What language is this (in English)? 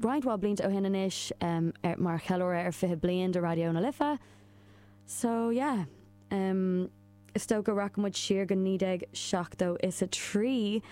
Irish